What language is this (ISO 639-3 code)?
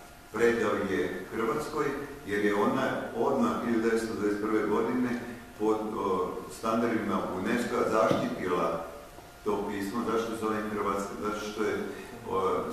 srp